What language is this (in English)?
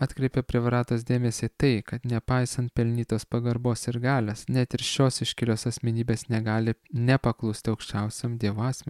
Lithuanian